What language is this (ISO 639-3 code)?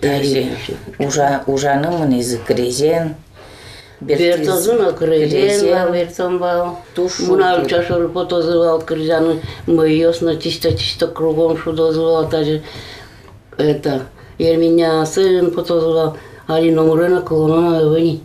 udm